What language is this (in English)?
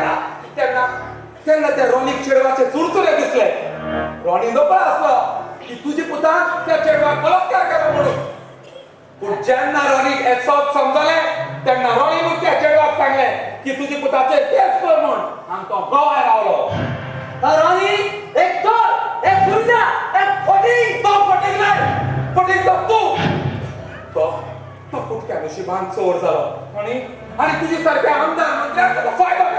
Konkani